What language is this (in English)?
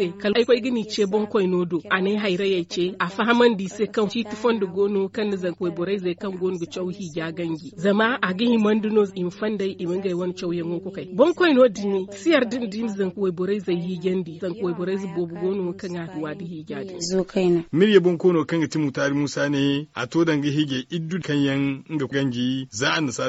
Zarma